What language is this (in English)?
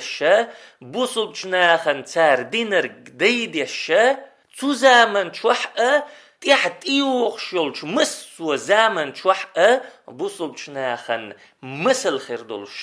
Chechen